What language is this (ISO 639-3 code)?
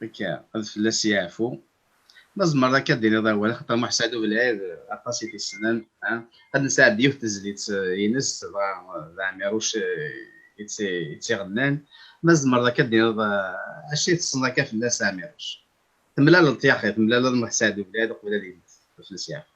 kab